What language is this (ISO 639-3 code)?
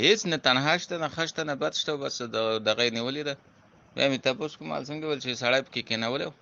pus